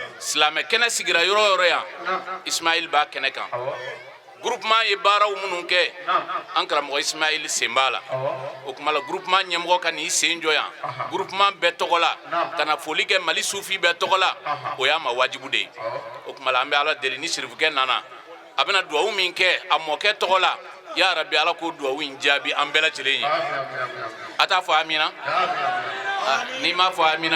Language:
Bambara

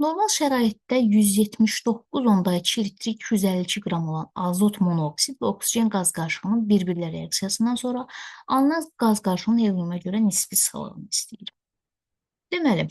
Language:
Azerbaijani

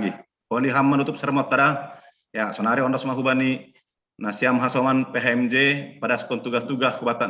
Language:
Batak Simalungun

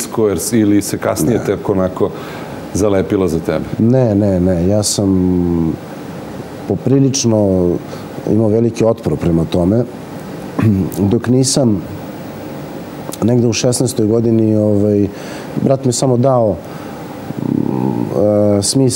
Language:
Serbian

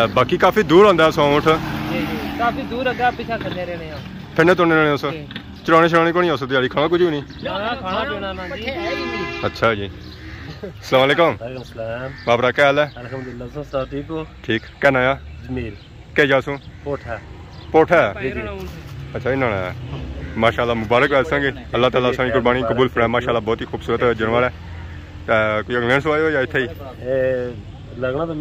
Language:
Pahari-Potwari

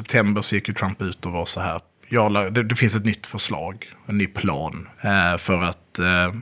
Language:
Swedish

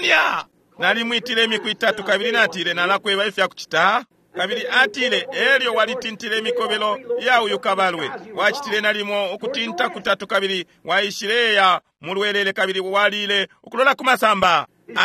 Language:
Bemba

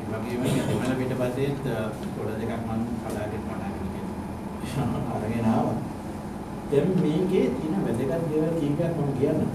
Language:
Sinhala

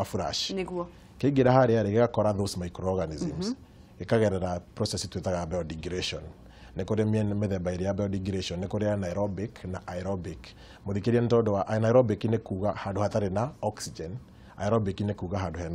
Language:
Kikuyu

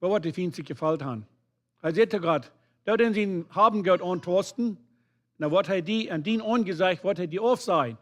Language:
Plautdietsch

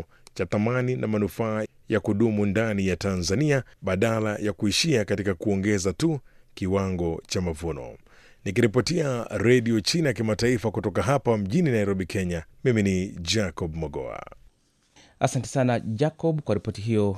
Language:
Swahili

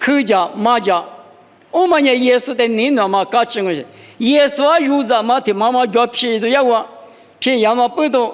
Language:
Lisu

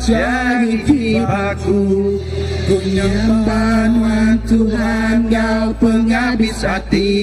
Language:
Iban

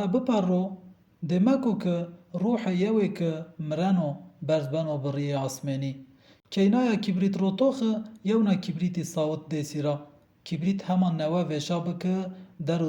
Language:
Zaza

